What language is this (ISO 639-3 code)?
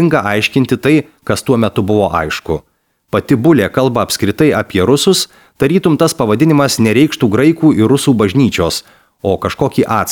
lit